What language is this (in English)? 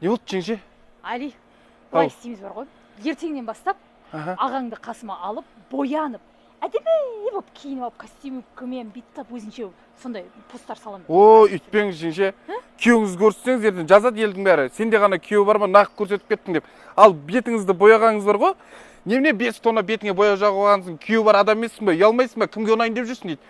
Kazakh